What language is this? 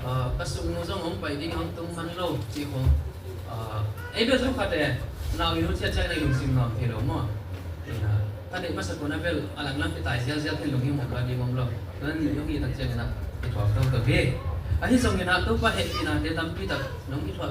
Tedim Chin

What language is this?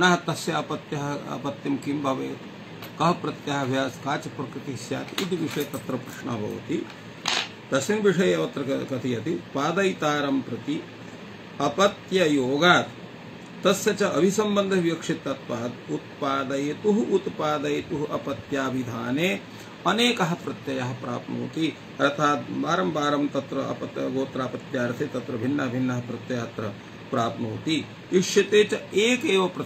Sanskrit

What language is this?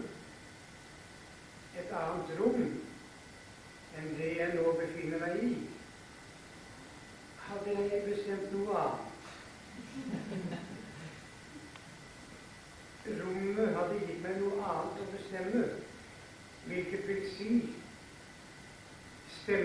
Norwegian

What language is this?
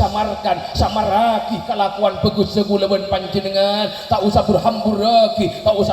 Madurese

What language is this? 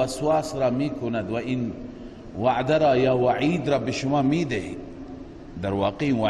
Persian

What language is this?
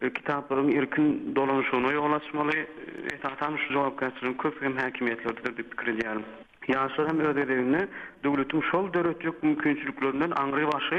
Turkmen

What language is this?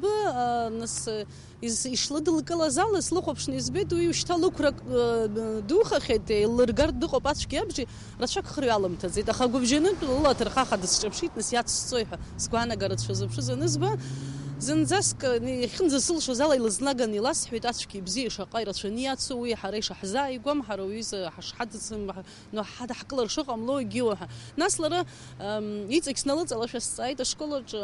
Abkhazian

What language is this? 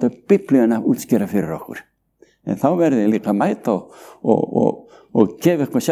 Icelandic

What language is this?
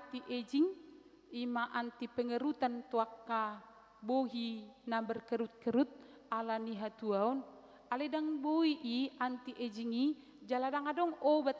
Batak Toba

